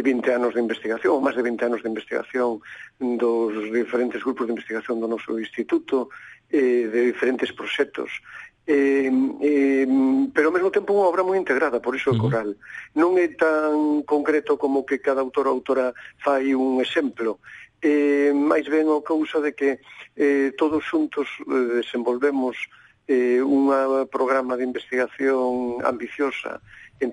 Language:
Galician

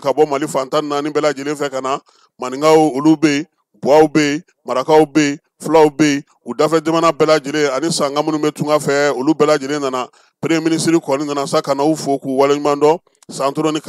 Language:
Bambara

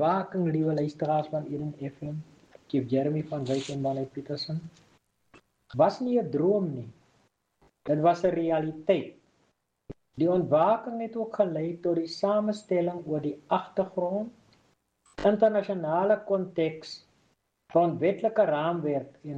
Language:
Afrikaans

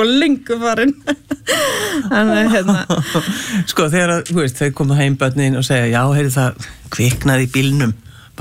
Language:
Icelandic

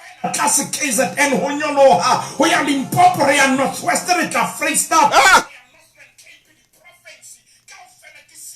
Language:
Southern Sotho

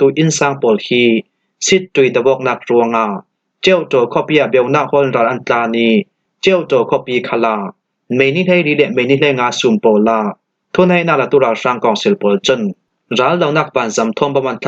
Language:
Falam Chin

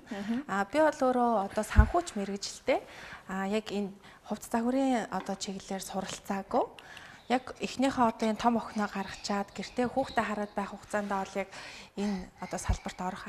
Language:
Mongolian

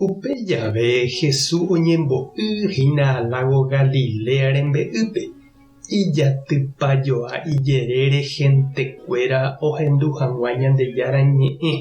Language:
Guarani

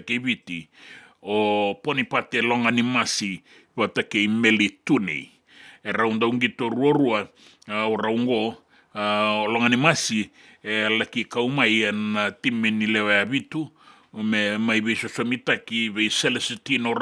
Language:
Fijian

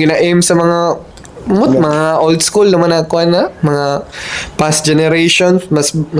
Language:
Cebuano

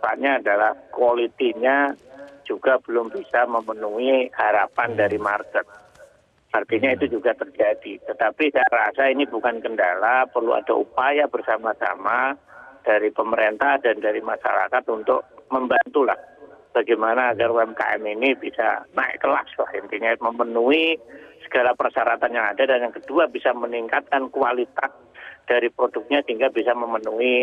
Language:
Indonesian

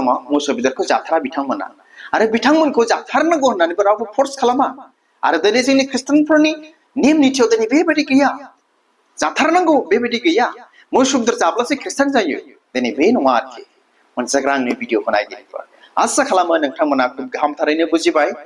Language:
Bodo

